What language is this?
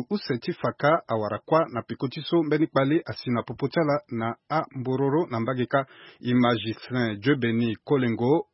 Sango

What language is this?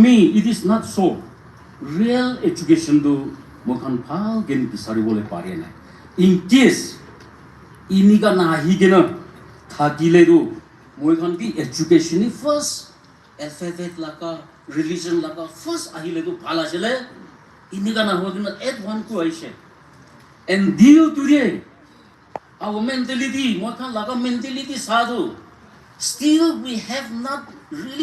Naga Pidgin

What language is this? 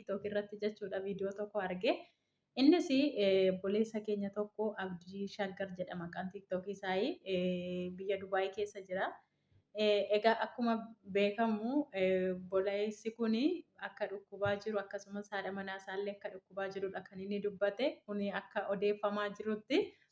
Oromo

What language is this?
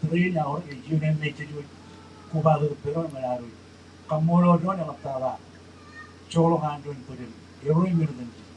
Marshallese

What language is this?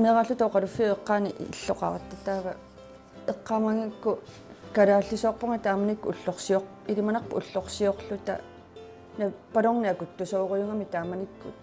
Kalaallisut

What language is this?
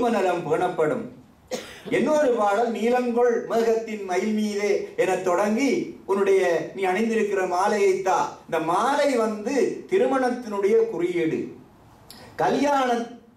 Tamil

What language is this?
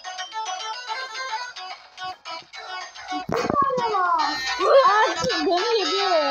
Turkish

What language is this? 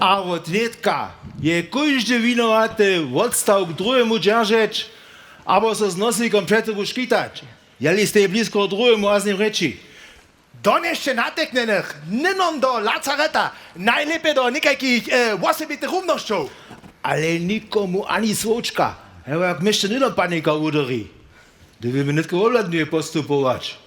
Upper Sorbian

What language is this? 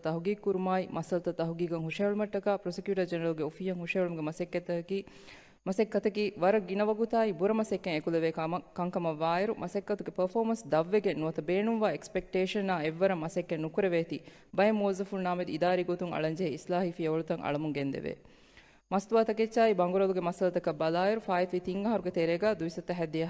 Divehi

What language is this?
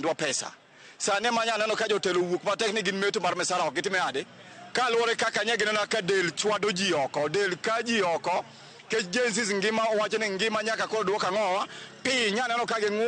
Luo (Kenya and Tanzania)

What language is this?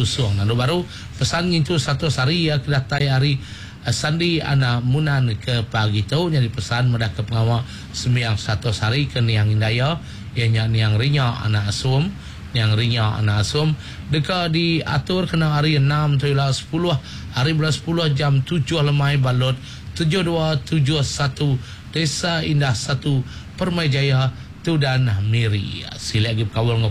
Iban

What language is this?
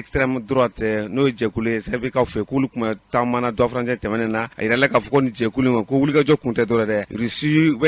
Bambara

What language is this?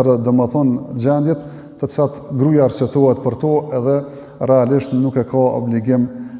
Albanian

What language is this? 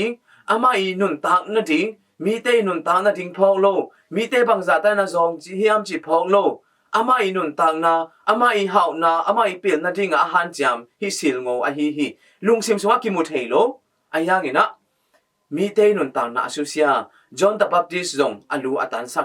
Tedim Chin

